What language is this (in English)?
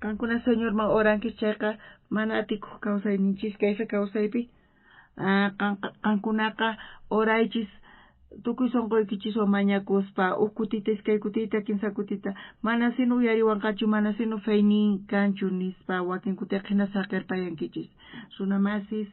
South Bolivian Quechua